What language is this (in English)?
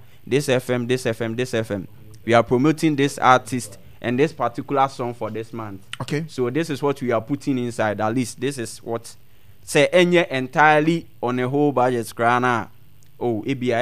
Akan